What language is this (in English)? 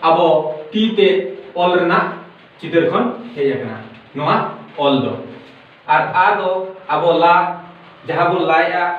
Santali